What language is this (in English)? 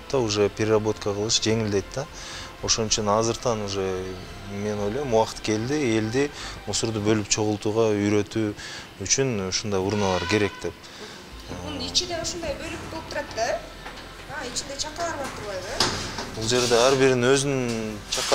Kyrgyz